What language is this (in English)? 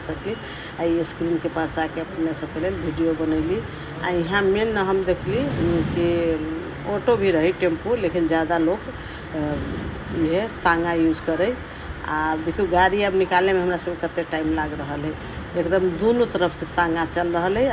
Maithili